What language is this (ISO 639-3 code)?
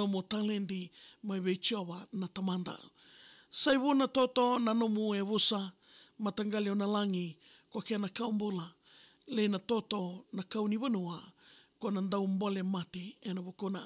fij